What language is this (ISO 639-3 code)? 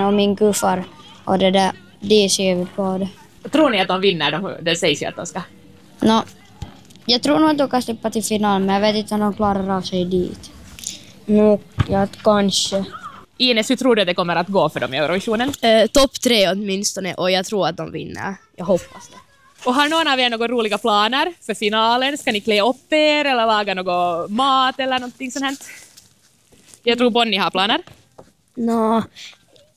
swe